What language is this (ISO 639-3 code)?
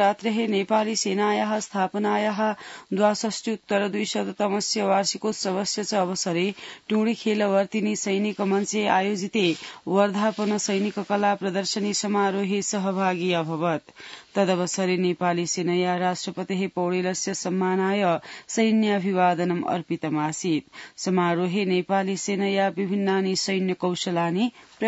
san